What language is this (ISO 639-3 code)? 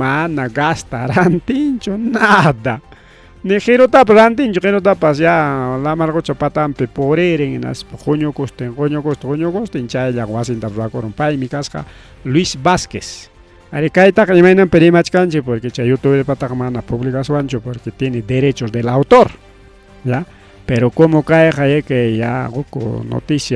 quy